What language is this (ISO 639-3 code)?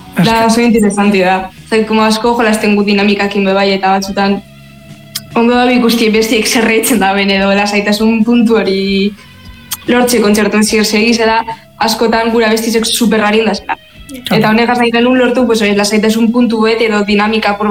eus